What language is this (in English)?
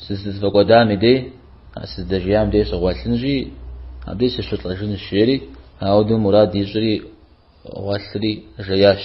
Kabardian